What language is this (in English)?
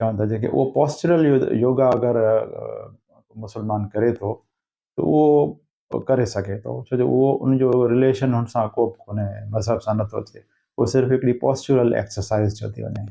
Sindhi